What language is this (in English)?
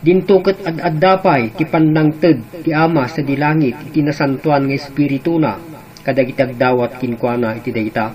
Iloko